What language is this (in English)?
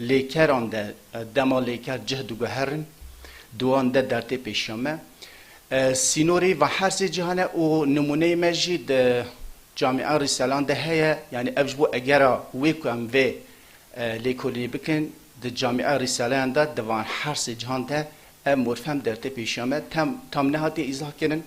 Kurdish